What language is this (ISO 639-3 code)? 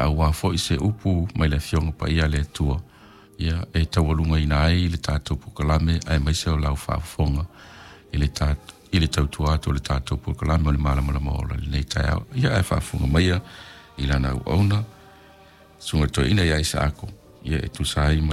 smo